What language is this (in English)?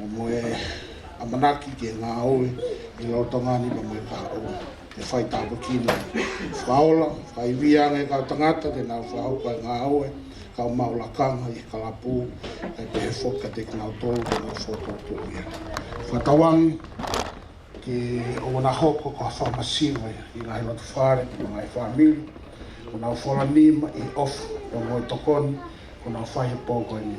Tongan